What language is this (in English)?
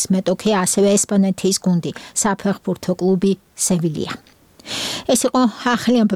Georgian